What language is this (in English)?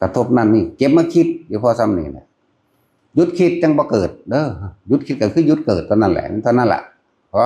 Northeastern Thai